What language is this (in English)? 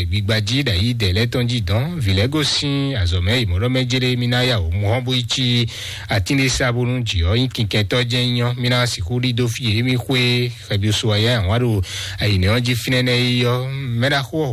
Fon